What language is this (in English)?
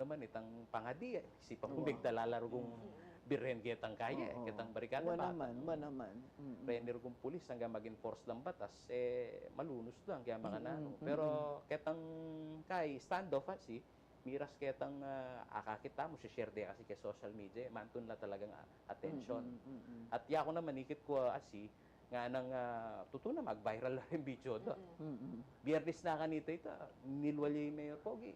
Pampanga